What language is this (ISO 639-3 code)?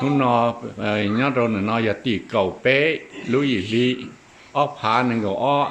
hmn